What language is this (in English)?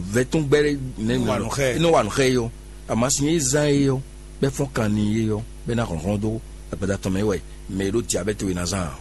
Fon